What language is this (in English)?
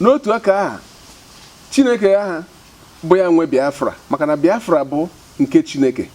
Igbo